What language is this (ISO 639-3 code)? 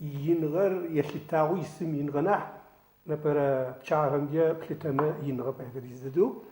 ady